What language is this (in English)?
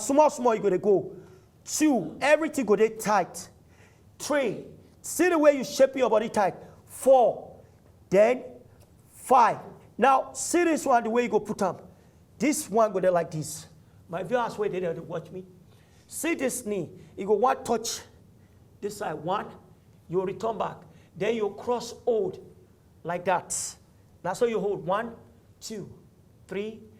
Nigerian Pidgin